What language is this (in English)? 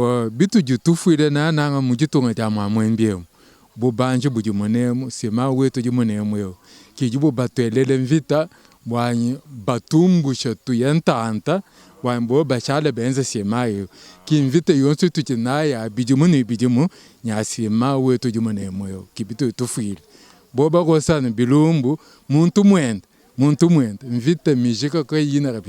Luba-Lulua